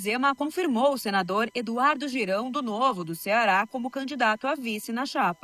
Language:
Portuguese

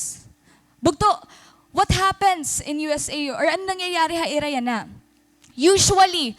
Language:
Waray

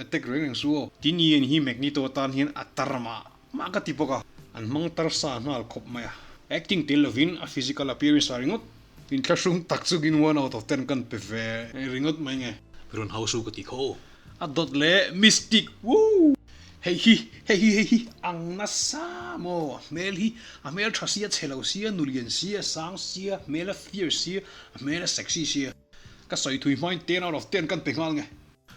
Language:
Mizo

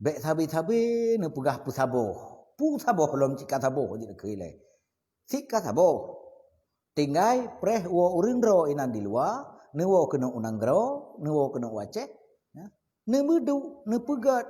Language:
Achinese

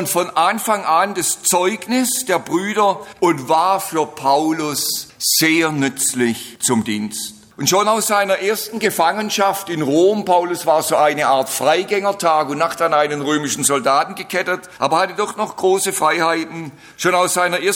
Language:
German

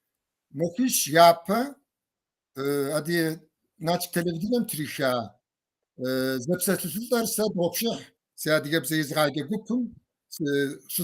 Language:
Kabardian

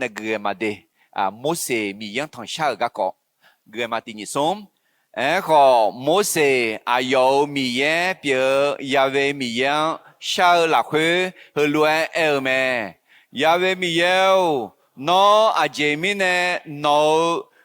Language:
Akha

